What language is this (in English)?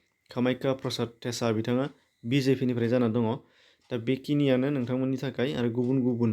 Bodo